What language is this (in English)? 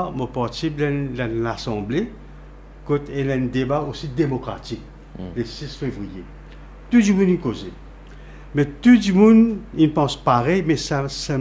Morisyen